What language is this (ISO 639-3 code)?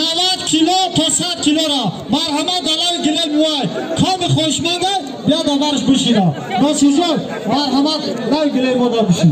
tgk